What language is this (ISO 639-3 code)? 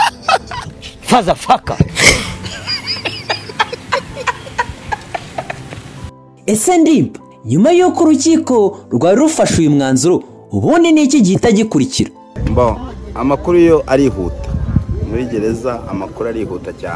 kin